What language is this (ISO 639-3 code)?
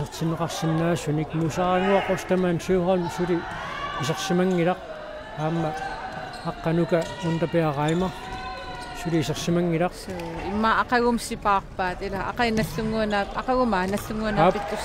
kal